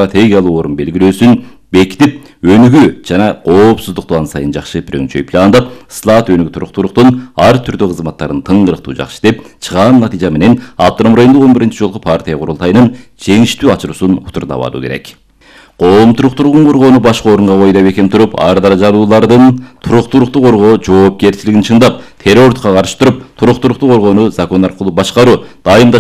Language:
Kyrgyz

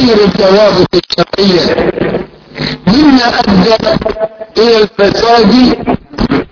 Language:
Arabic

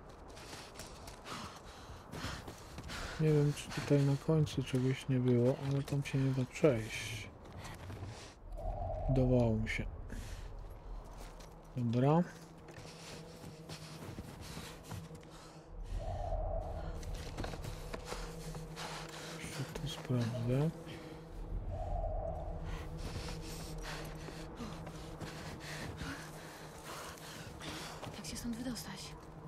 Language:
Polish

